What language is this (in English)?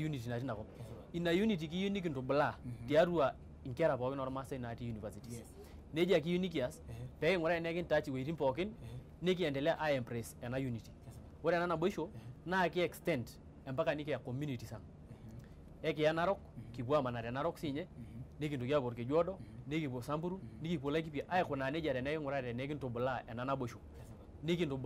Masai